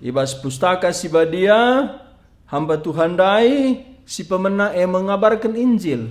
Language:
Batak Karo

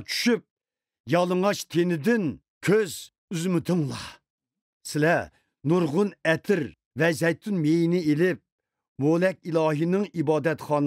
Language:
Uyghur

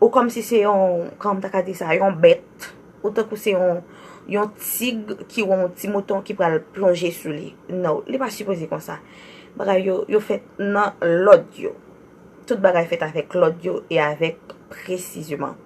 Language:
Haitian Creole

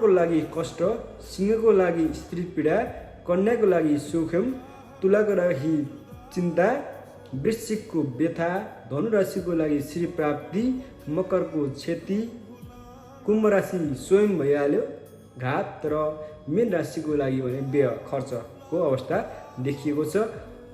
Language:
Nepali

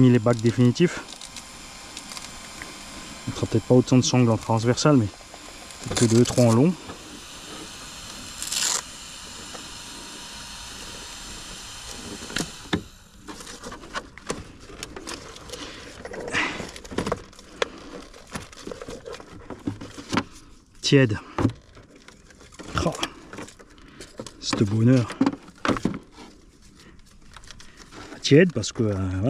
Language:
French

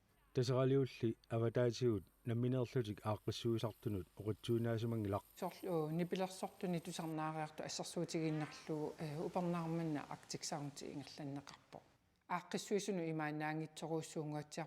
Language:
Kalaallisut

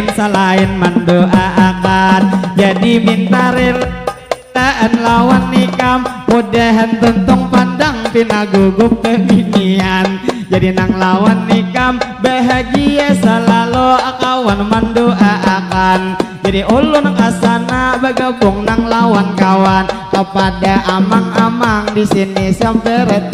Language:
Banjar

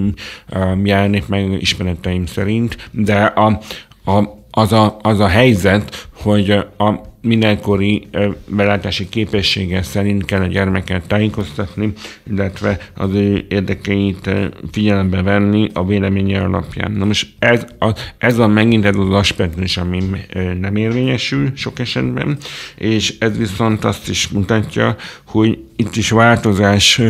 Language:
Hungarian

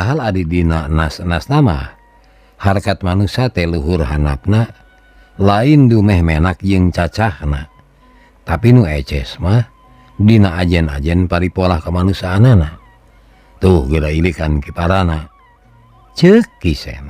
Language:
Sundanese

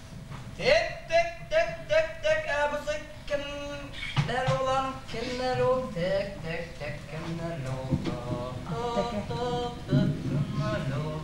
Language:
Bashkir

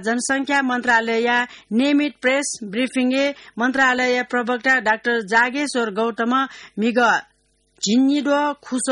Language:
Newari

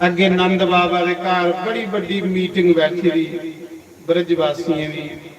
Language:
Dogri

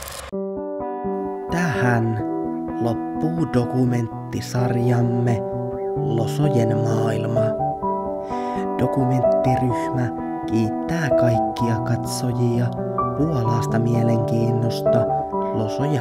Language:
Finnish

